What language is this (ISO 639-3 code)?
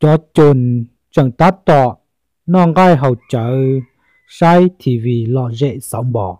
hmn